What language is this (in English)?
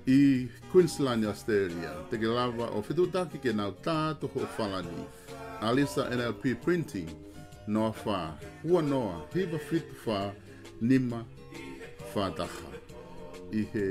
Tongan